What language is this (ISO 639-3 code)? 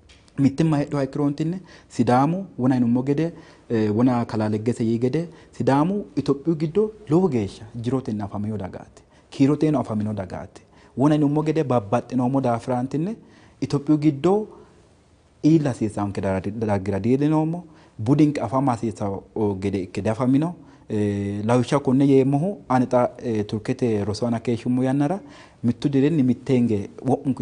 sid